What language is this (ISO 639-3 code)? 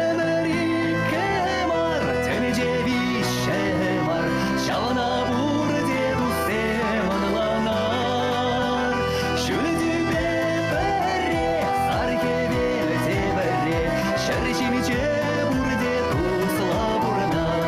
chv